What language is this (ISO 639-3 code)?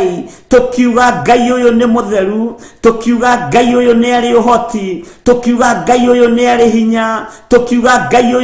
kik